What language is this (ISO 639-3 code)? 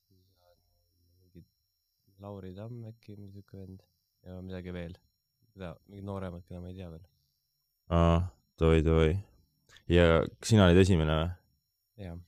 est